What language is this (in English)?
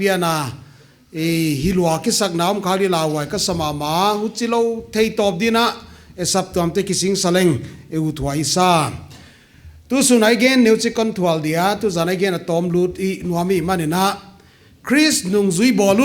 Paite Chin